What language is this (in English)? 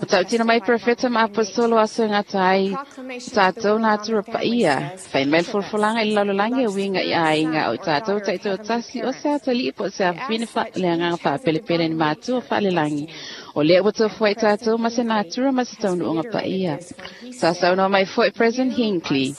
Samoan